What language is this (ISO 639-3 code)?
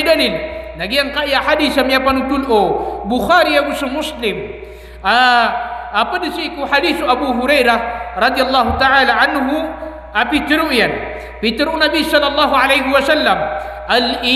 mrw